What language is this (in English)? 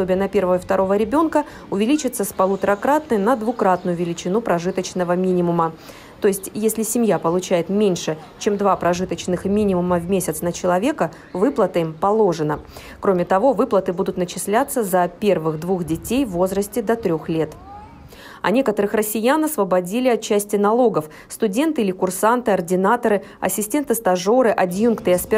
Russian